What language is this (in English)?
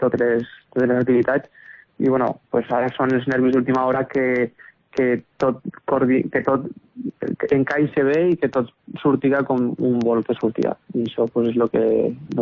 Catalan